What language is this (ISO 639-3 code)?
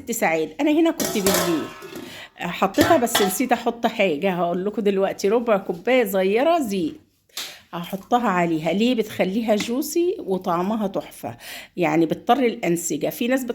arz